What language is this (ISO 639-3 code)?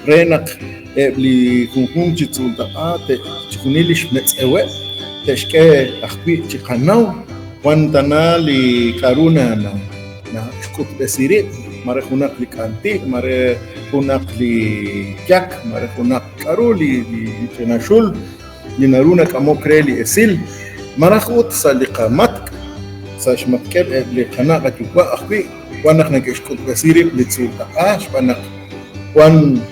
kek